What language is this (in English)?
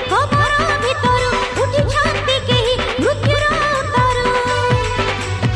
Odia